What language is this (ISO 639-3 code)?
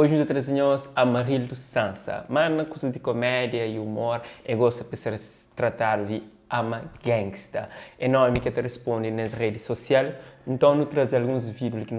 kea